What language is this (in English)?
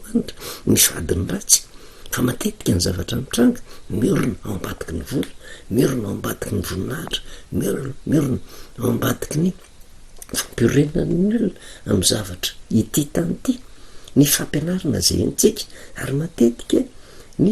Malagasy